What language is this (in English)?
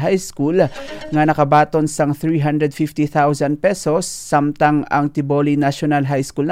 Hiligaynon